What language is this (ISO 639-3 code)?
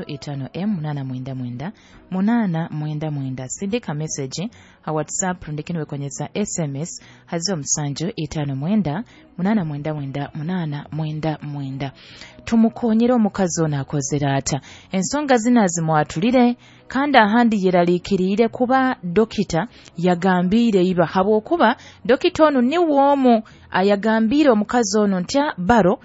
nyo